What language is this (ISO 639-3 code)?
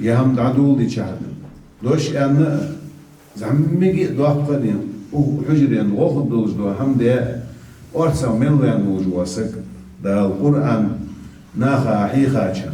inh